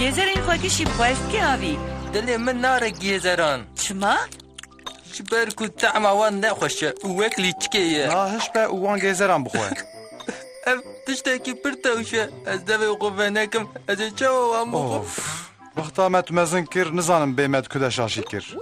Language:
Kurdish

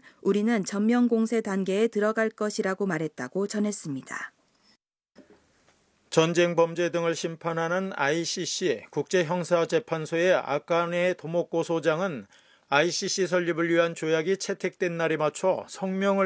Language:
Korean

